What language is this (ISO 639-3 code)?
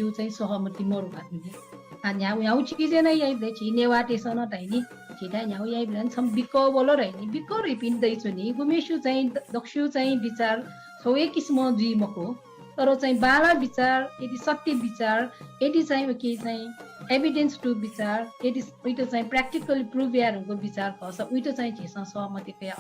new